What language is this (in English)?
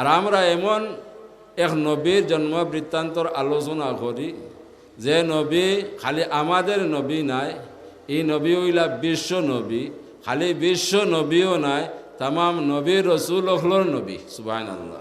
Sylheti